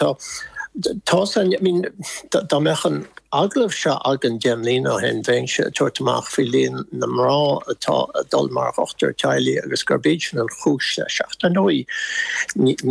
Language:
Irish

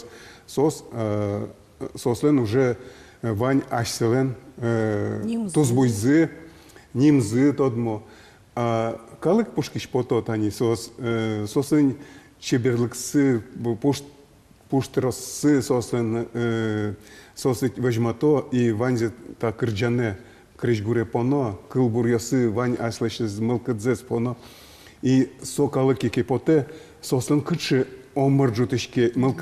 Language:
Udmurt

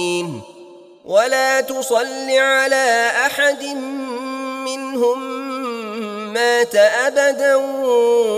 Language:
Arabic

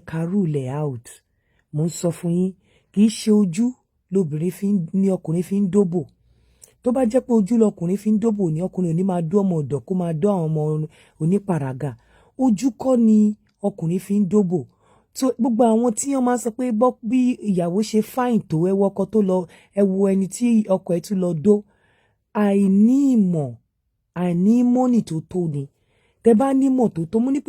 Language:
Yoruba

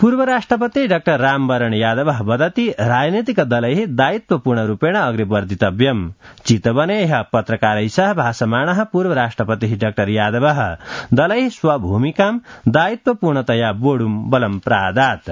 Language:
Sanskrit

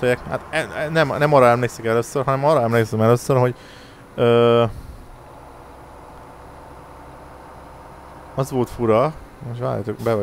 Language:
Hungarian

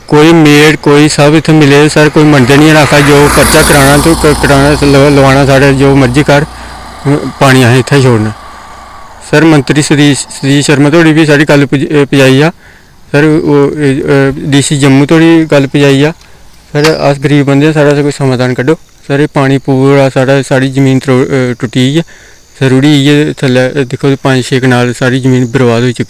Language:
Dogri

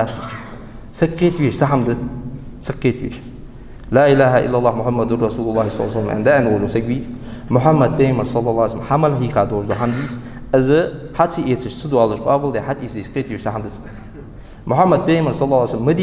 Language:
Ingush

